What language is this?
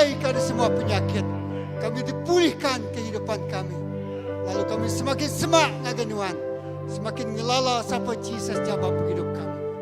Iban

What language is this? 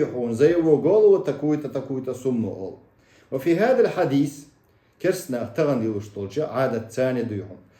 Chechen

